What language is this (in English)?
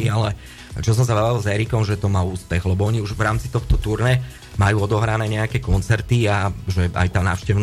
Slovak